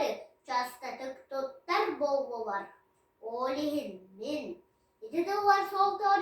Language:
Yakut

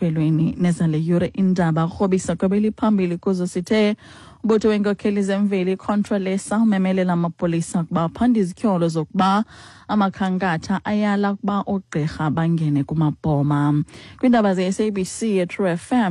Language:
Xhosa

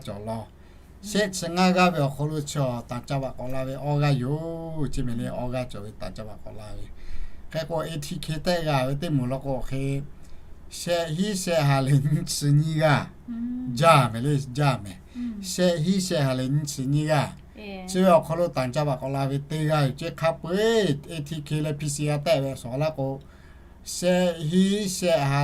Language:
Lahu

